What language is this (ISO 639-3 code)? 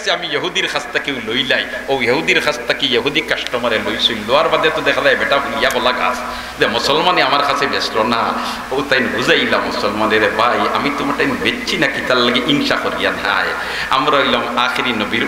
syl